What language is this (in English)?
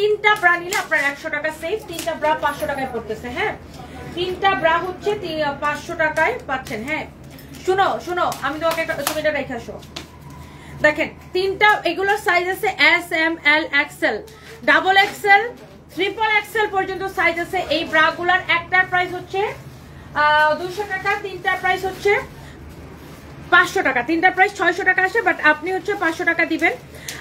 Bangla